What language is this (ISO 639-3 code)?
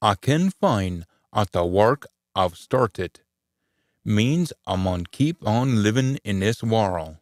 sco